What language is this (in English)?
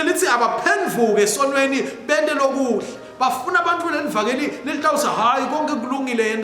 Swati